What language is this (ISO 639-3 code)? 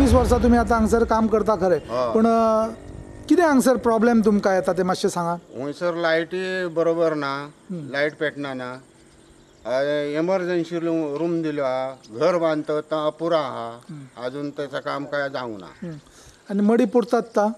kok